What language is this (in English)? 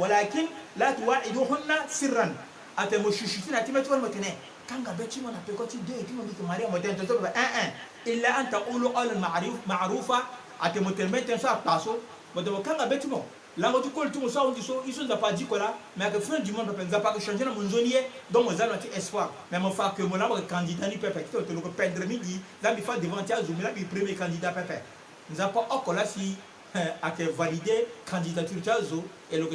Sango